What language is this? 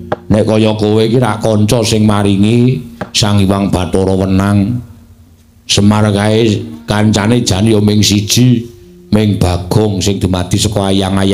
Javanese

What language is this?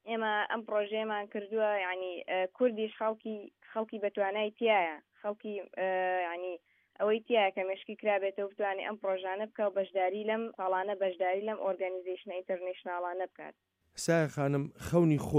Central Kurdish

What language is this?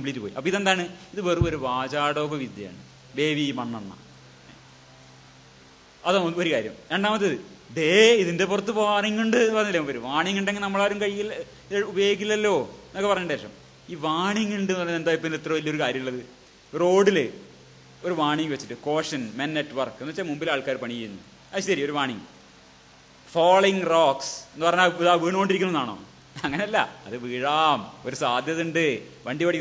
Malayalam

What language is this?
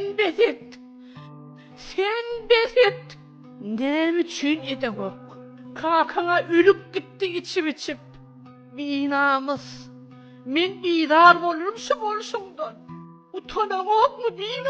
Turkmen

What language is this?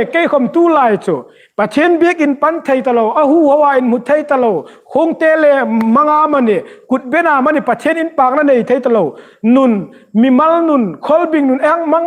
Hmar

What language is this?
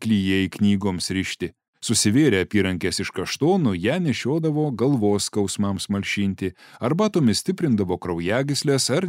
Lithuanian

